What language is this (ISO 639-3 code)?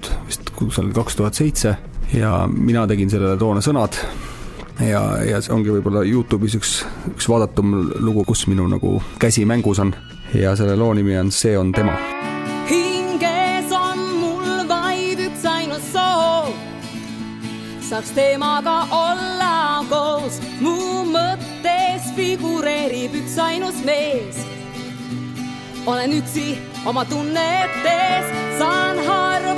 est